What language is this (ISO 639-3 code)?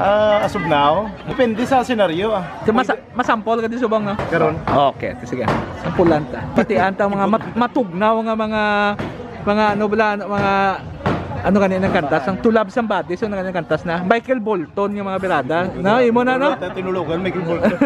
hil